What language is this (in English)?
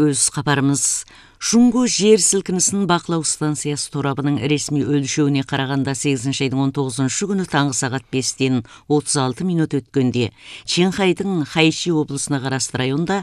Kazakh